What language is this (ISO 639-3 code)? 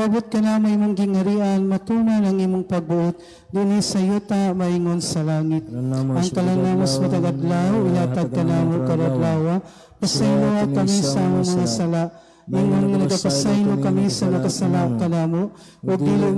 ceb